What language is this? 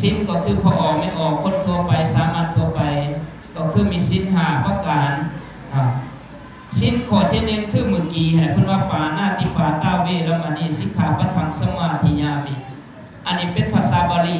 Lao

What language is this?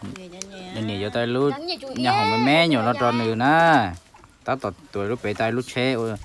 Hmong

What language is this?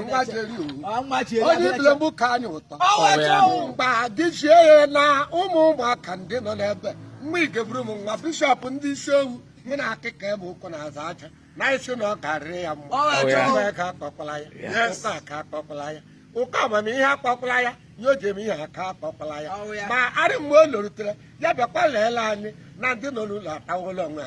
Igbo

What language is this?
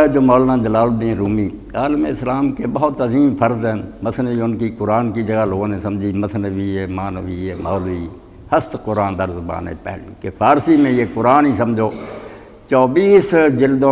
Urdu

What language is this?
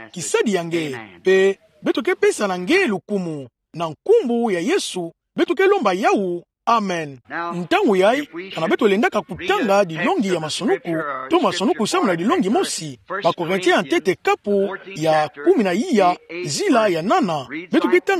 Kituba (Democratic Republic of Congo)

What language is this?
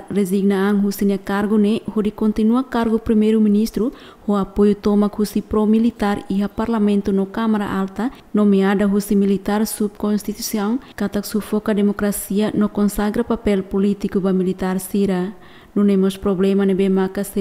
Tetum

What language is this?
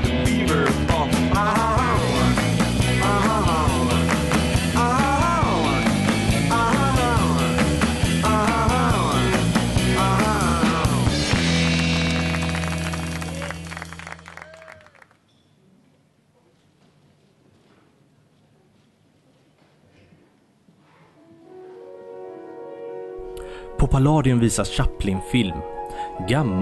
Swedish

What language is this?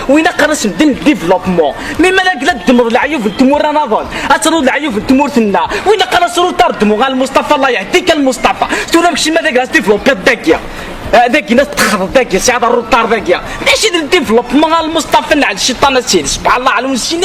Algerian Arabic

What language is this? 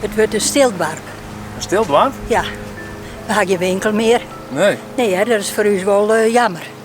Western Frisian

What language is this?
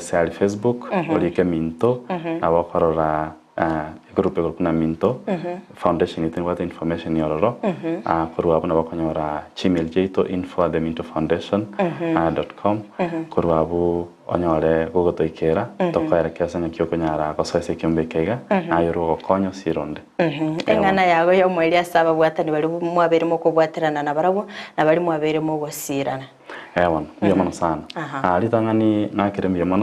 Gusii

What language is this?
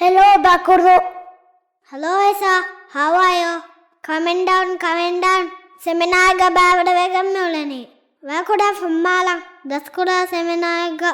Divehi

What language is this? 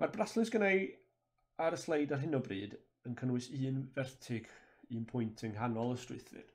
Welsh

